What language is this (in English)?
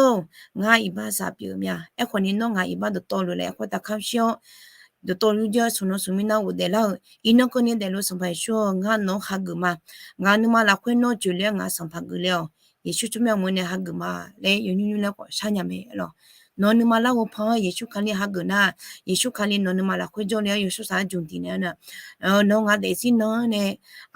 Akha